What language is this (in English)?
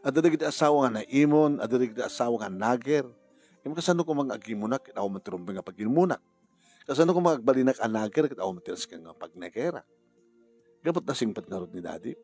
Iloko